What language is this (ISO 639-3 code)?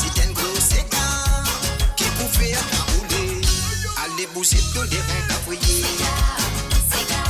mfe